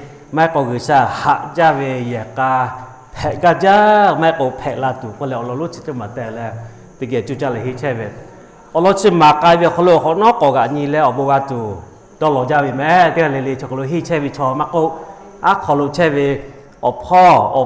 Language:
Lahu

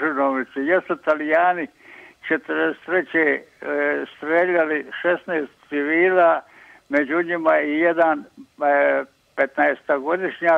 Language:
Croatian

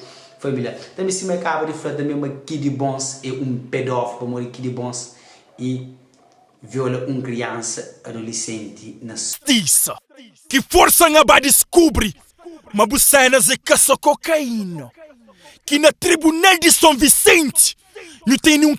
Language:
Kabuverdianu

